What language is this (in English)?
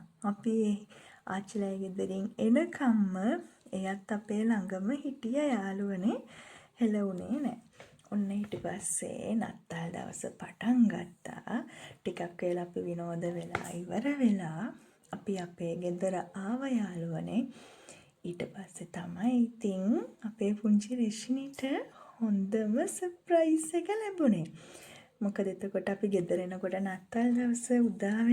Sinhala